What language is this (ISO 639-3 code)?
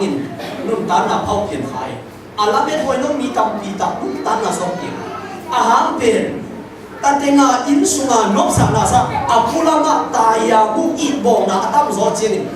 ctd